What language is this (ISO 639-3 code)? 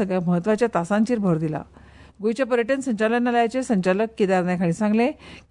kok